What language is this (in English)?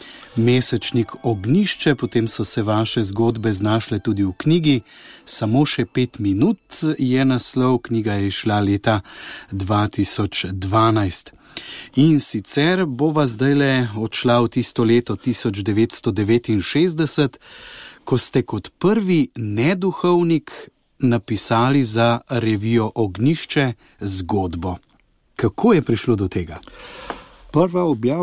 Slovenian